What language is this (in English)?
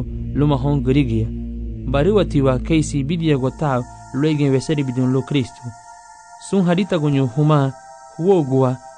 Garifuna